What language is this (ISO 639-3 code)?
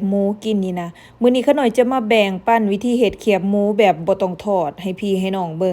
lao